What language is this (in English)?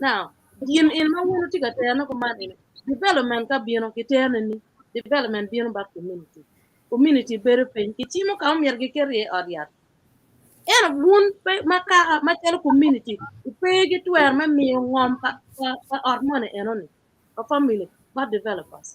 Acoli